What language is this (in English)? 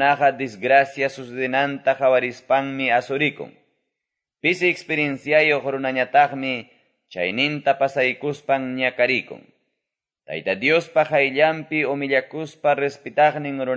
Quechua